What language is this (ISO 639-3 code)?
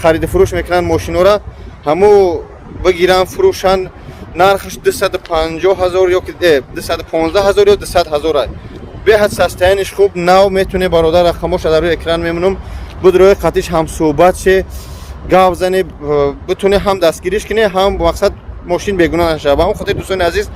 tgk